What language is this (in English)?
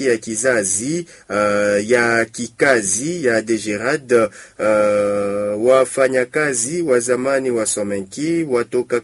Swahili